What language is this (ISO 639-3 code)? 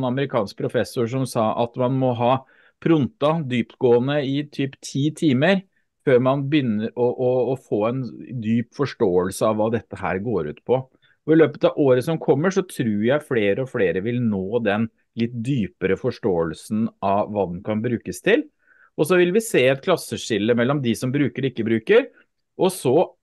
nor